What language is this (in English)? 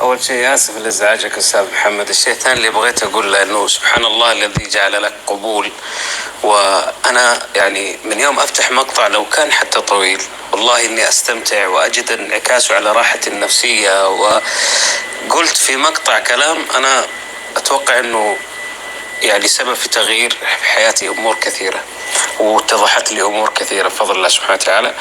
North Levantine Arabic